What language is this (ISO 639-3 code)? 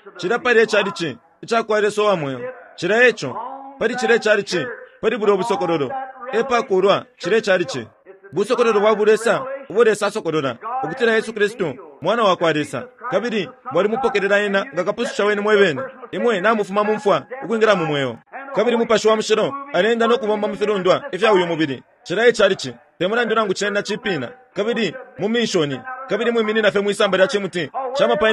bem